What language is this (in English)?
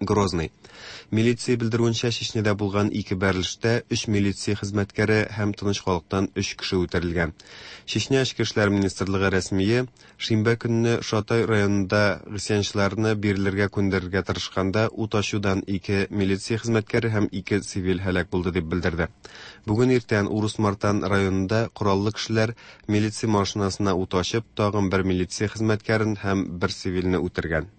Tatar